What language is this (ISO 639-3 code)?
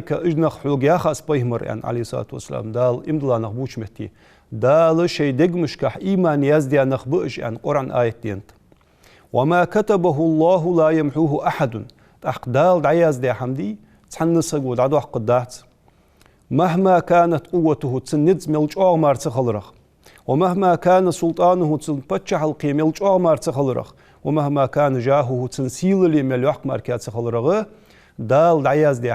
inh